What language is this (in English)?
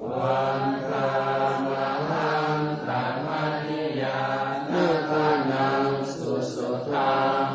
Pali